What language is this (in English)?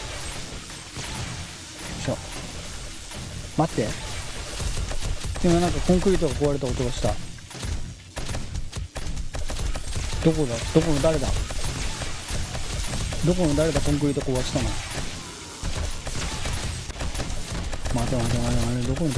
Japanese